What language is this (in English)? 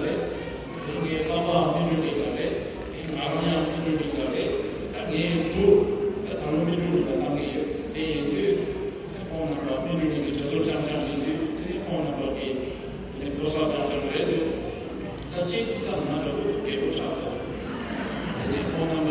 Tibetan